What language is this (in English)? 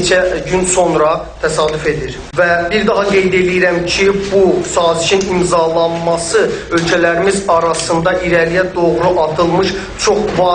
Azerbaijani